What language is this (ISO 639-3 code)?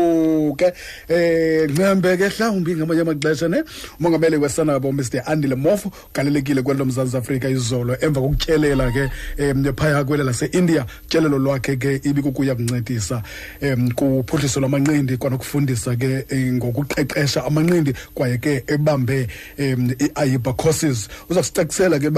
xho